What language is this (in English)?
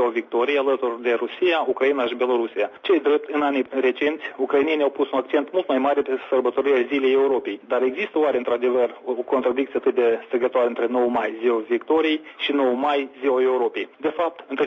Romanian